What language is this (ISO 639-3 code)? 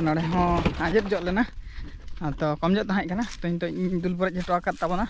sat